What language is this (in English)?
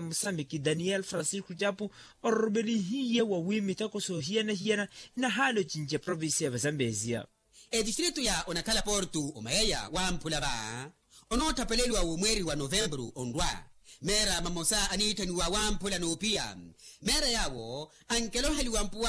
Makhuwa